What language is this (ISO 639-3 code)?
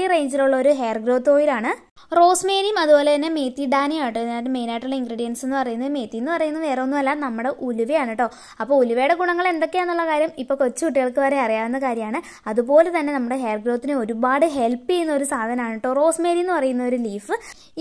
mal